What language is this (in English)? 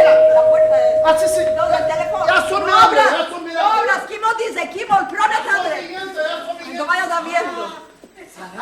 Ladino